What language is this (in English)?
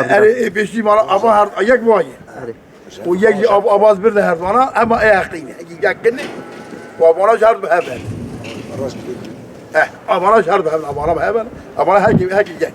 Kurdish